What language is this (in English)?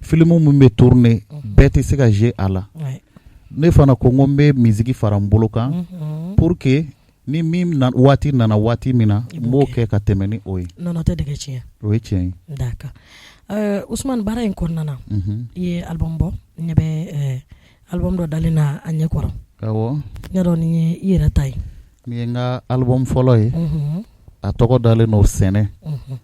Bambara